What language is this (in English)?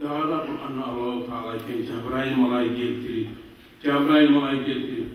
Kumyk